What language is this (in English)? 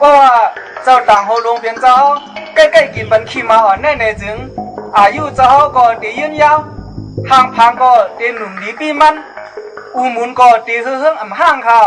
Shan